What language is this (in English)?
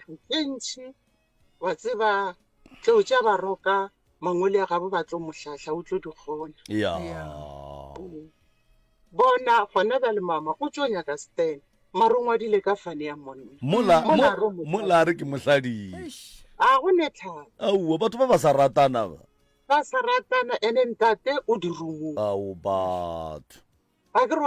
Northern Sotho